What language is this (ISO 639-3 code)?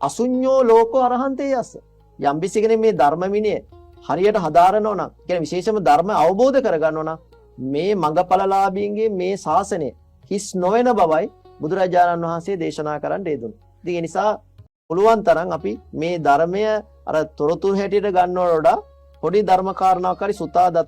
sin